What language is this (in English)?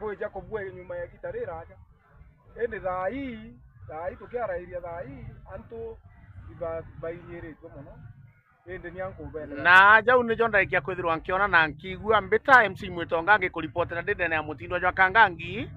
Meru